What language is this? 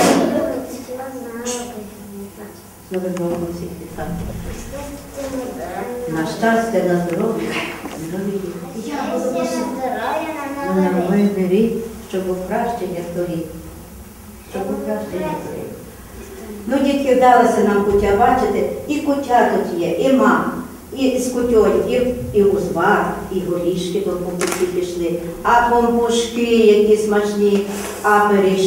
Ukrainian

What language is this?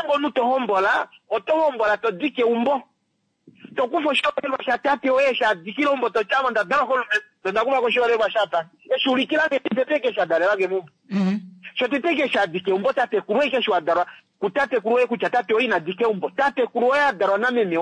Kuanyama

